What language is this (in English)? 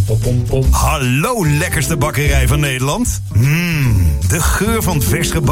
Dutch